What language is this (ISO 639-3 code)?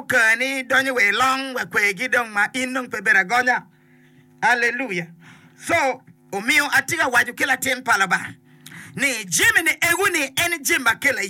ach